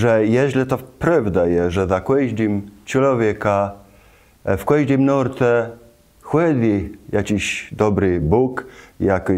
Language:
Kashubian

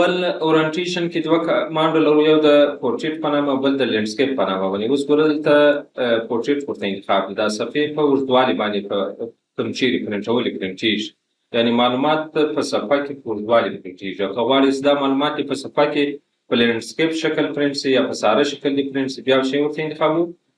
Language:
Pashto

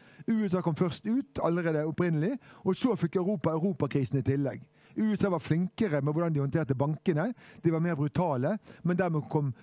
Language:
Norwegian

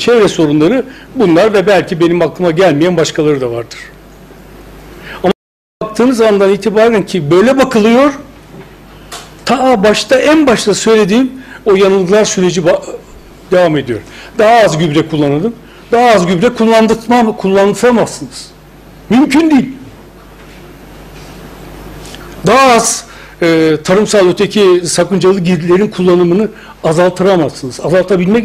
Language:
Turkish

